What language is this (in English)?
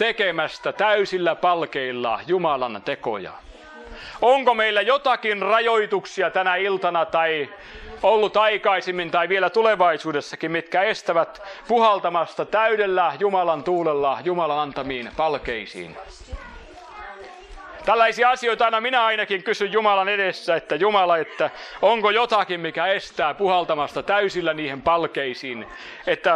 Finnish